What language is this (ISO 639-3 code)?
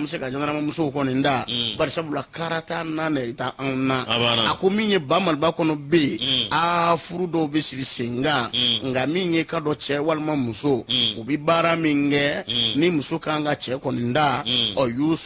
bam